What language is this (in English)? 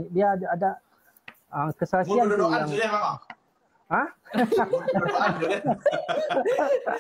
Malay